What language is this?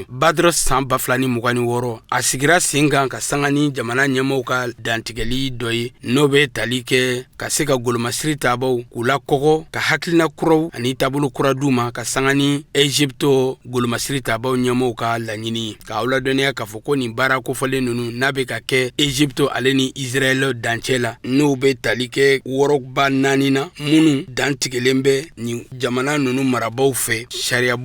Bambara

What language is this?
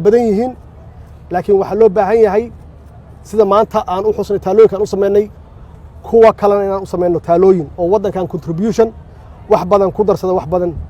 Somali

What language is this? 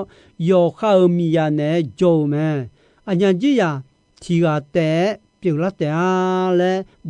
Akha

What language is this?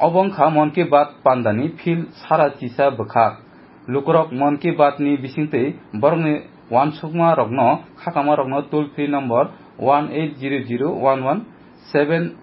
Kok Borok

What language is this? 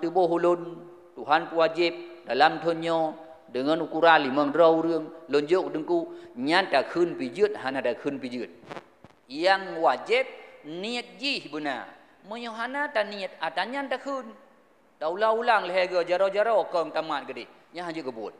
Achinese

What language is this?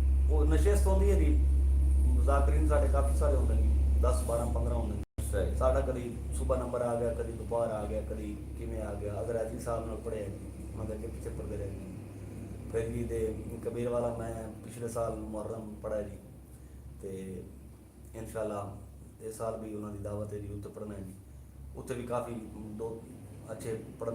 Saraiki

